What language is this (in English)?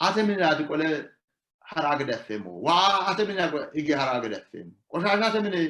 Sidamo